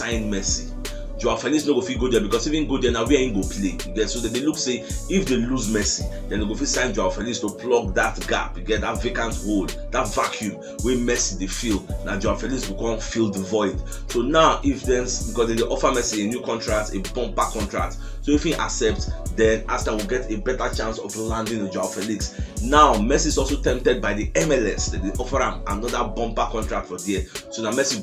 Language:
Nigerian Pidgin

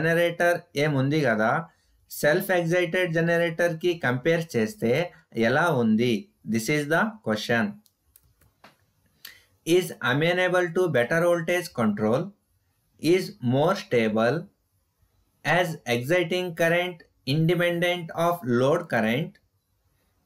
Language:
Telugu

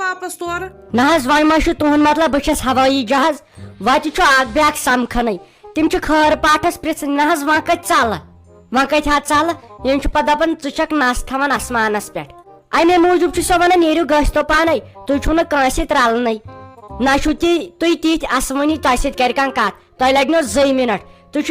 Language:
Kashmiri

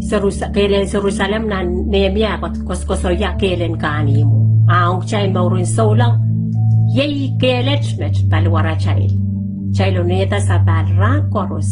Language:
Pohnpeian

